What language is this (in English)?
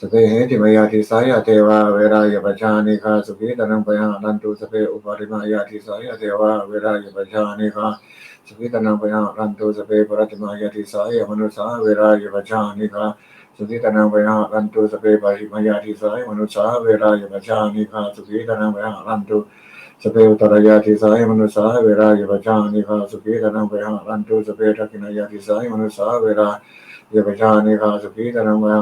Pali